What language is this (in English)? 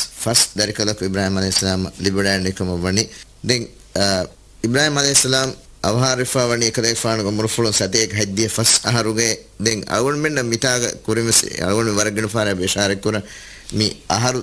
Divehi